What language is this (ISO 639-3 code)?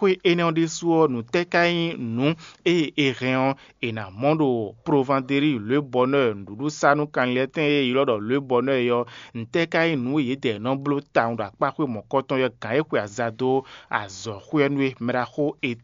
fon